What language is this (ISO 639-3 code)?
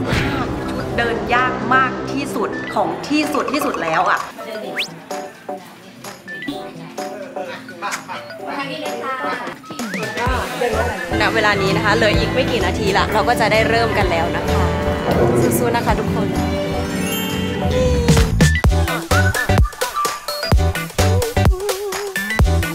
tha